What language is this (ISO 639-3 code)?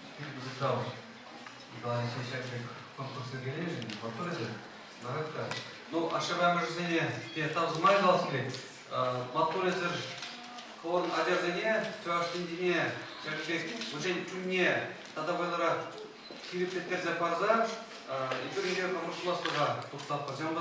chv